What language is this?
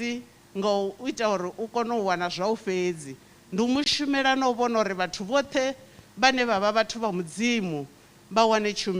Venda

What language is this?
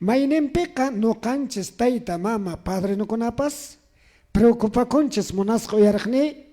Quechua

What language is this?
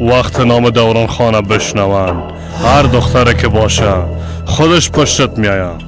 Persian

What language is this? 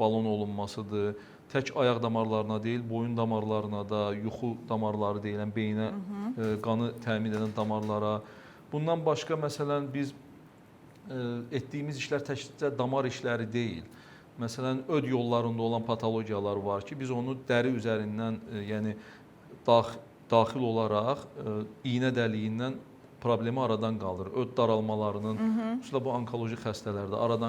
Azerbaijani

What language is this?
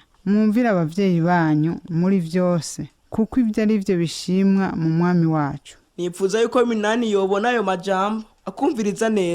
Rundi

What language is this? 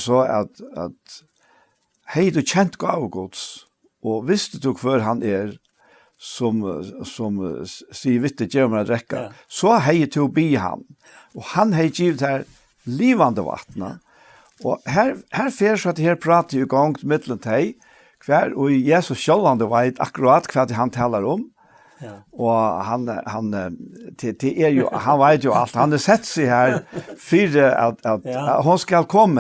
Faroese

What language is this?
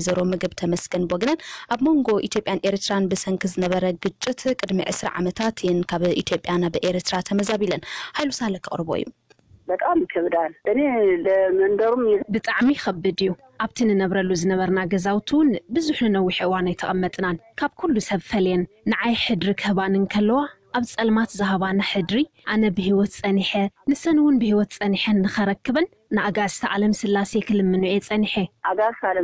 Tigrinya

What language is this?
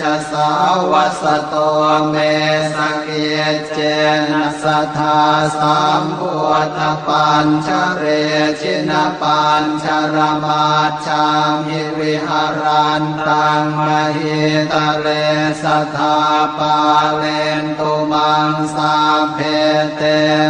Pali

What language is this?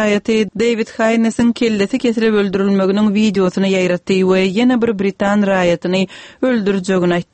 Turkmen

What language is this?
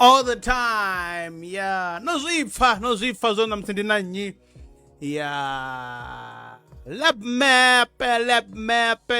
Venda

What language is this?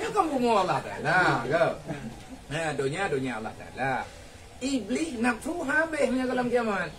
Achinese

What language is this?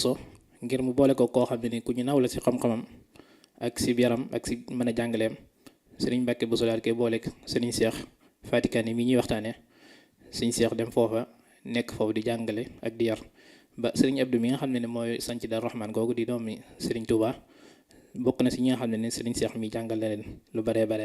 Wolof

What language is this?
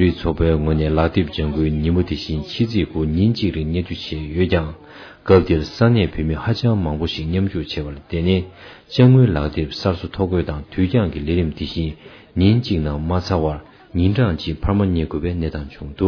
Tibetan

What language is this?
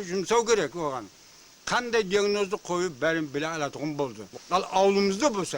Kara-Kalpak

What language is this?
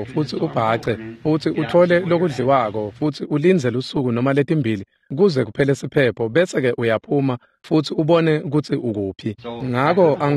Swati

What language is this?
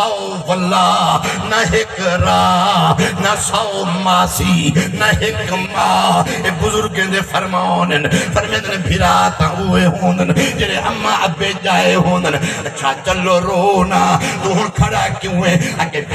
Saraiki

